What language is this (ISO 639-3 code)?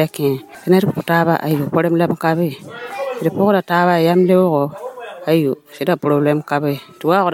mos